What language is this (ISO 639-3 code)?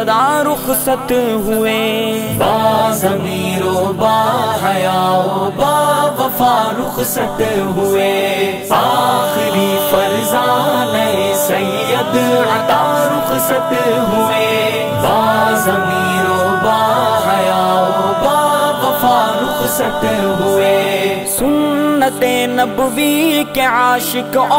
urd